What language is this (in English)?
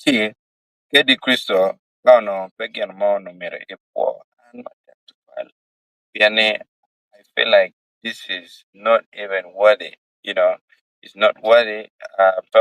Acoli